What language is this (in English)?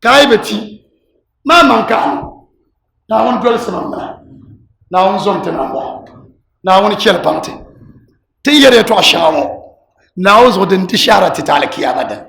Dagbani